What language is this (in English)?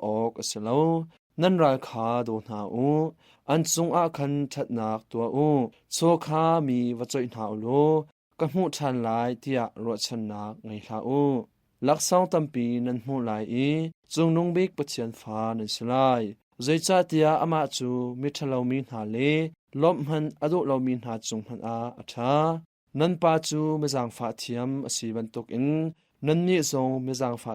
Hakha Chin